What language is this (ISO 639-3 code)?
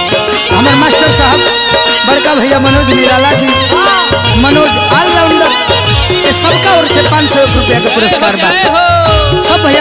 bho